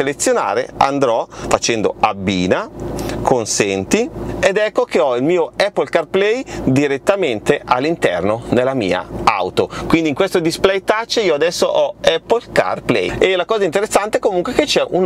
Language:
Italian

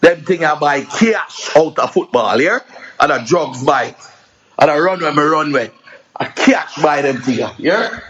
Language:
Jamaican Creole English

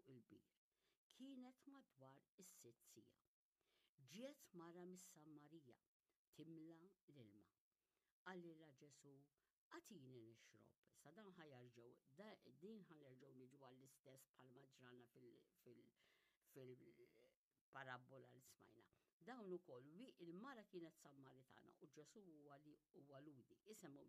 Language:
Maltese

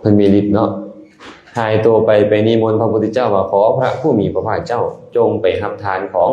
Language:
Lao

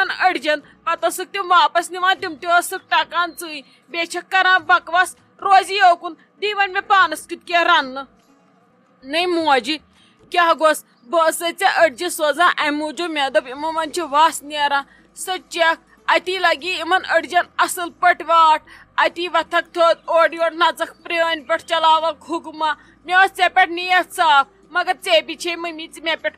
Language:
Kashmiri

